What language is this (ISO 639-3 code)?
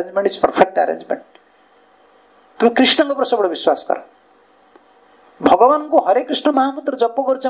ori